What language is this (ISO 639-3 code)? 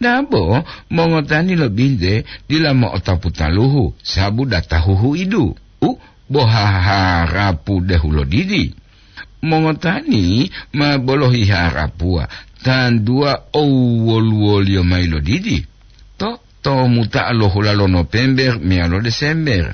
gor